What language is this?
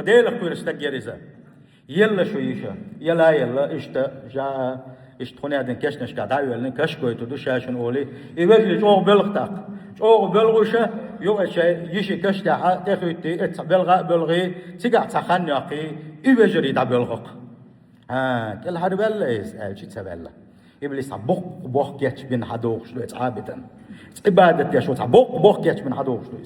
Chechen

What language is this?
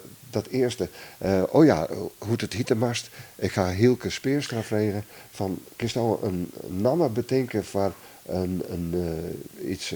Western Frisian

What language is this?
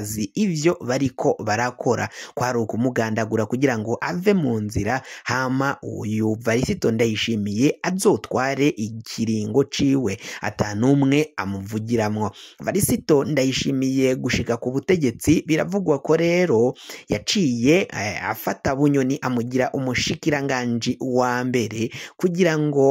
Rundi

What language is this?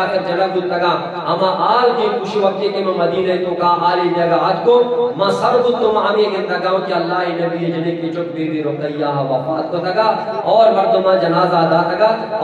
Eastern Balochi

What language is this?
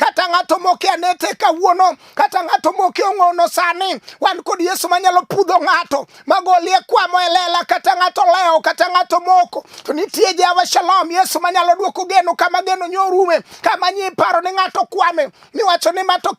Luo (Kenya and Tanzania)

